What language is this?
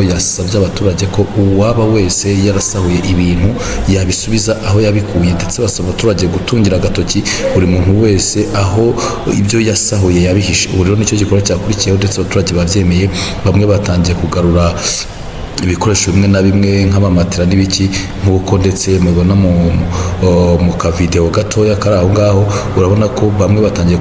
Kinyarwanda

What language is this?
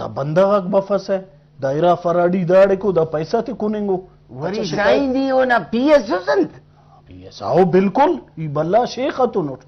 Brahui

